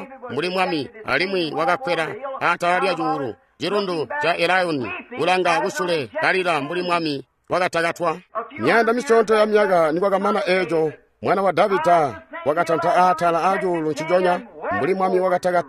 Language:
Tonga (Zambia)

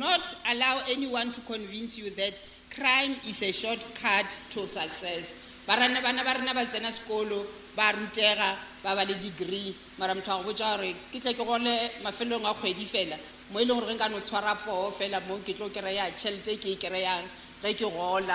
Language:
Northern Sotho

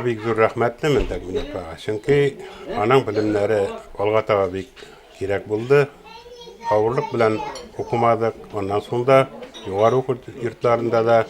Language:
Tatar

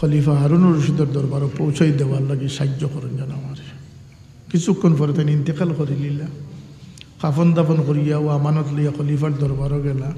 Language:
Sylheti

